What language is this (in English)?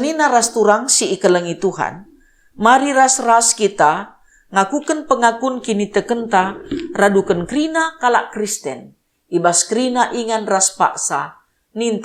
Batak Karo